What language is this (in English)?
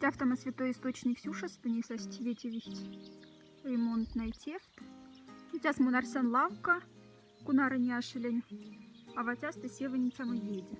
Moksha